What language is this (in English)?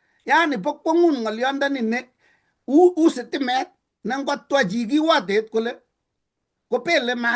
Kalenjin